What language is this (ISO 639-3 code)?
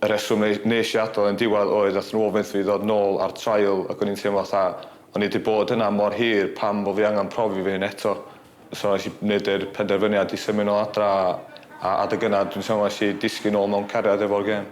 cym